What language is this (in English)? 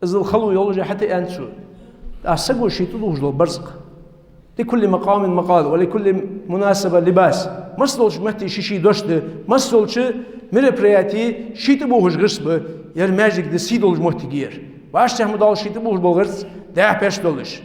Ingush